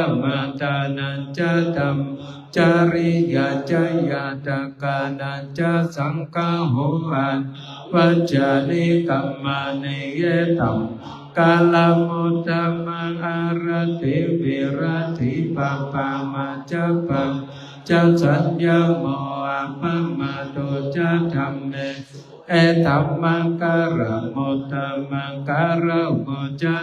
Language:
Pali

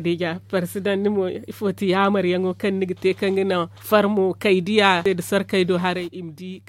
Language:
Zarma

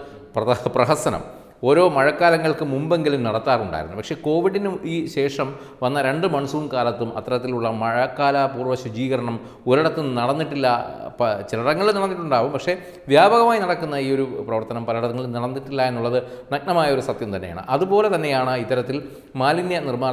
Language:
Malayalam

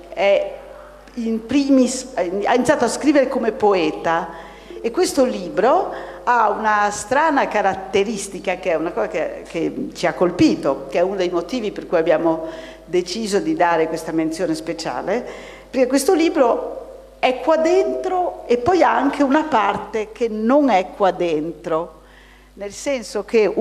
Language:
Italian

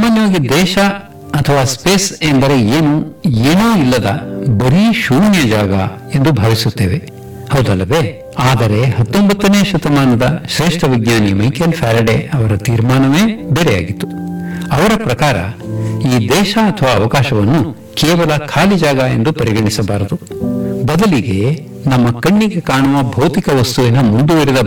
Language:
Kannada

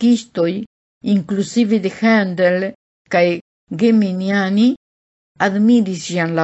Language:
Esperanto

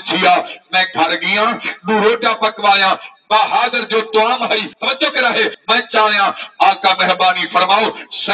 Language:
Saraiki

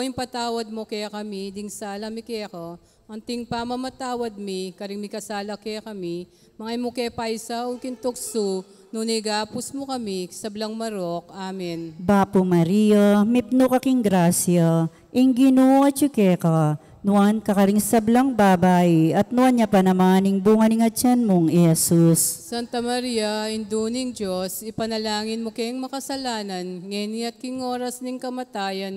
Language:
Pampanga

